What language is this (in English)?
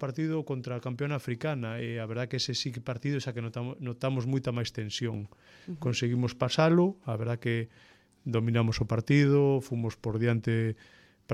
Galician